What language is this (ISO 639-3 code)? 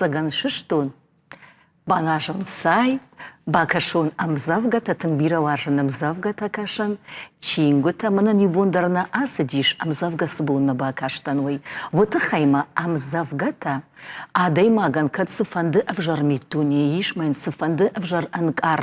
oss